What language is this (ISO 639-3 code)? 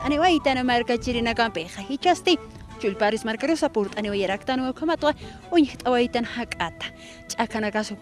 aym